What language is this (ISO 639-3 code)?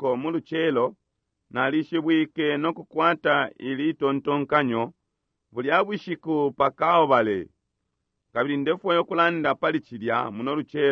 bem